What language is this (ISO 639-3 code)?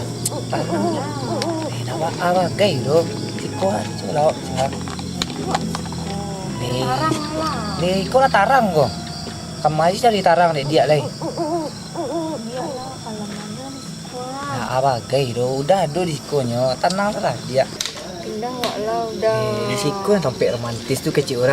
min